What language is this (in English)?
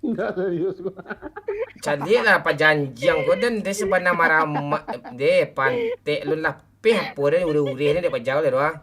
Minangkabau